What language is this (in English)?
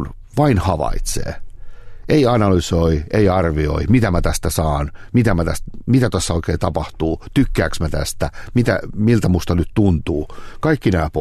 Finnish